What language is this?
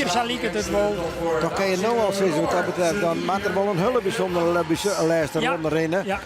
Western Frisian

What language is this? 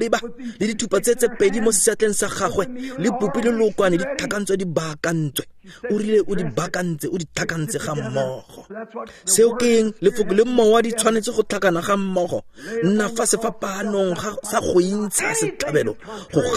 Tswana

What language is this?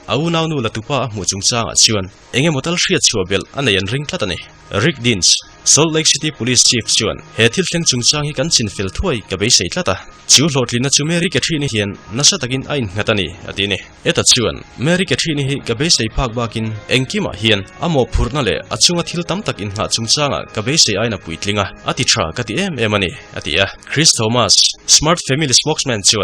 Mizo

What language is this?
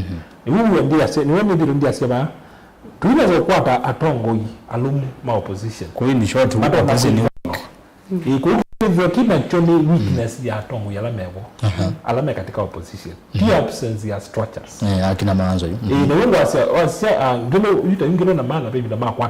Kamba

